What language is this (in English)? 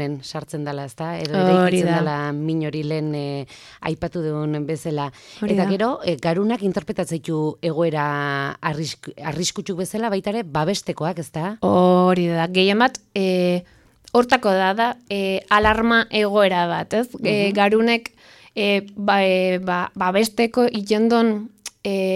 Basque